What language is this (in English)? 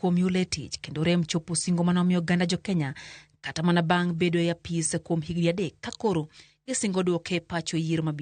Luo (Kenya and Tanzania)